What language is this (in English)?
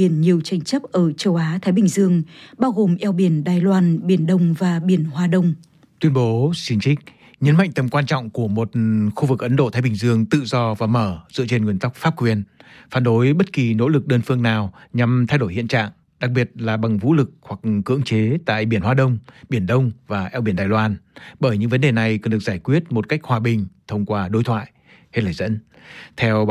Vietnamese